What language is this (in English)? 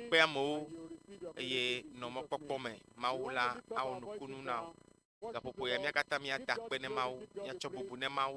Ewe